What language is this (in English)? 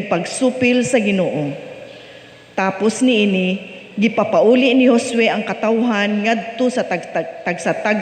Cebuano